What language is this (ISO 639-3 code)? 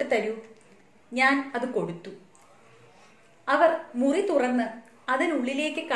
mal